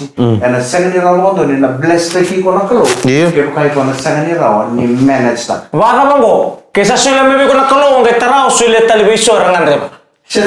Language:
Fijian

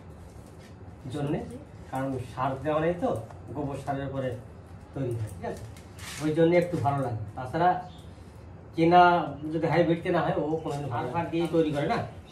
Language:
Bangla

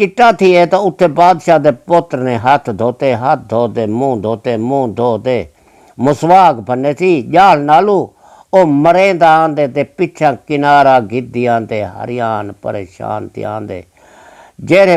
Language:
Saraiki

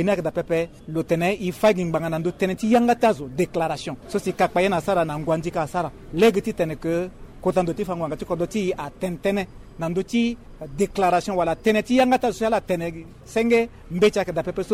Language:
Sango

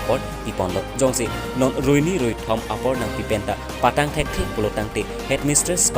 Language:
Karbi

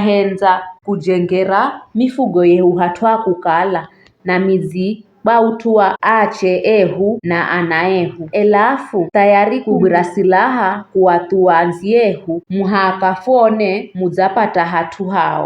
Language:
Giryama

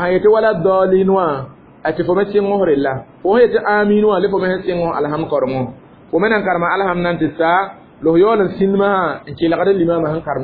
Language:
Mossi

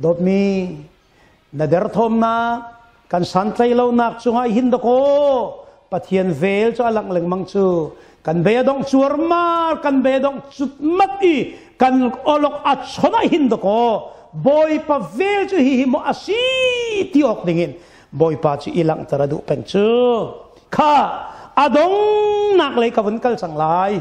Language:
Hakha Chin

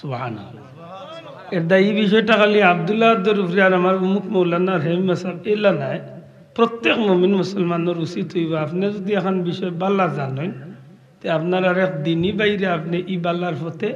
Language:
Sylheti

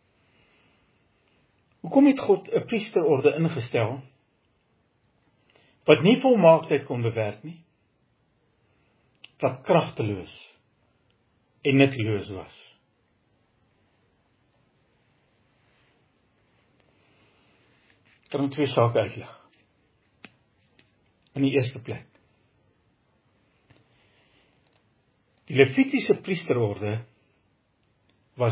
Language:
Afrikaans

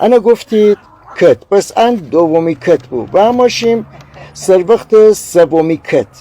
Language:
Gilaki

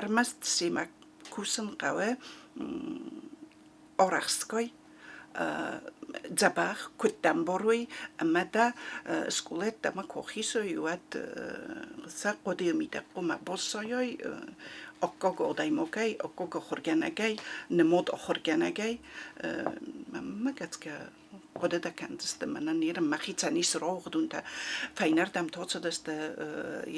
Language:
Ossetic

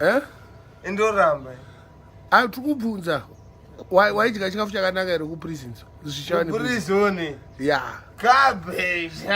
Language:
Shona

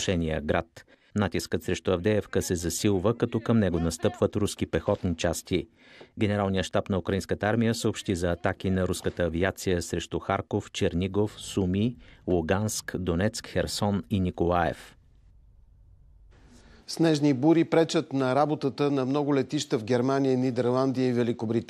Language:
Bulgarian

